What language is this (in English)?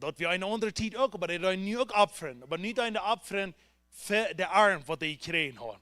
Plautdietsch